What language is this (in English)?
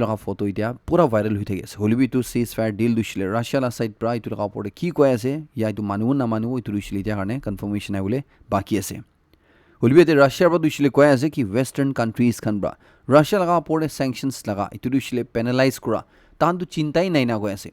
Naga Pidgin